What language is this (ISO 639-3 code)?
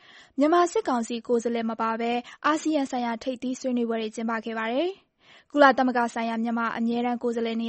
mya